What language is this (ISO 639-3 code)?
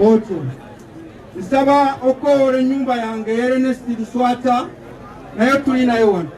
lug